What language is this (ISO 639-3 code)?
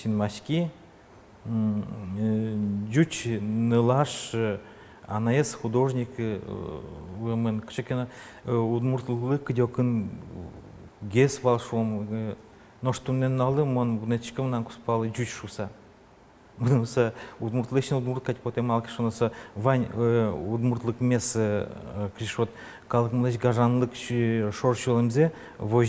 udm